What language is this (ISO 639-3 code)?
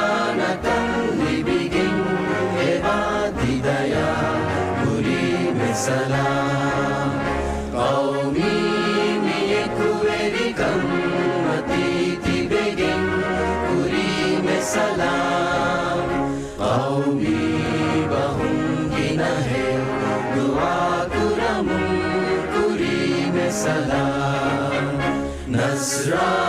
div